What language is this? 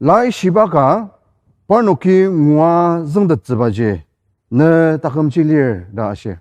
Ao Naga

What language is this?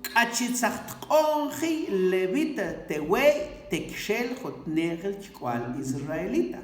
Mam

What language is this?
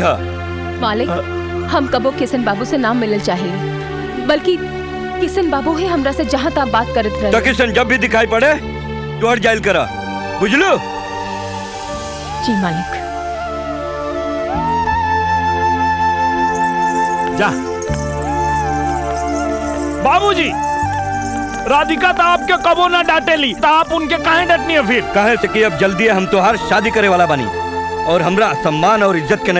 Bhojpuri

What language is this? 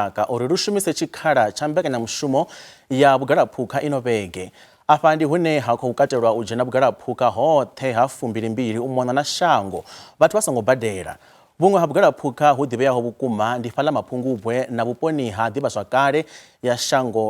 Venda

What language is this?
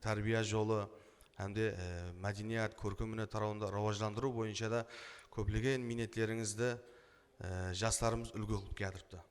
Kara-Kalpak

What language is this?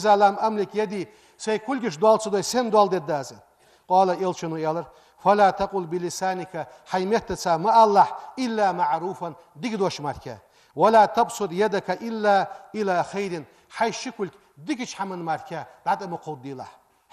Ingush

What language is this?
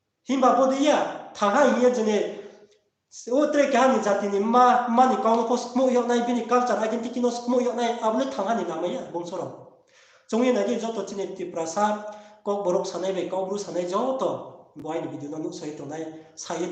Riang (India)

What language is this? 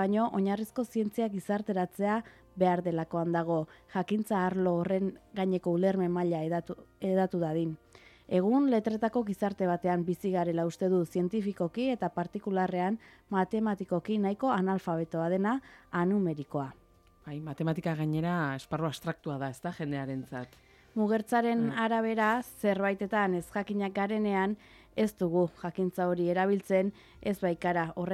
Basque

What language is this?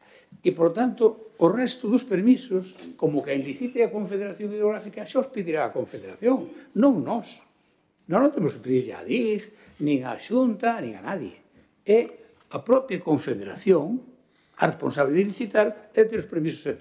Galician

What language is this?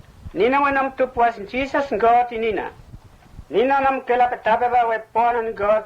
Mota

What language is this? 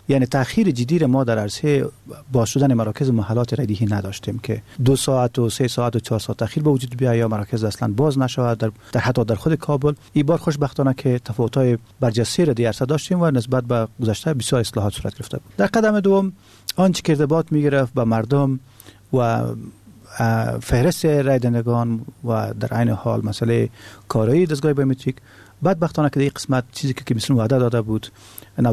Persian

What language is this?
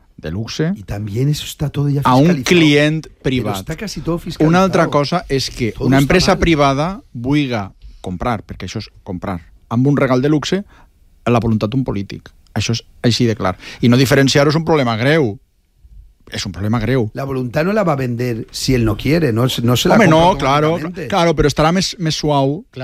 Catalan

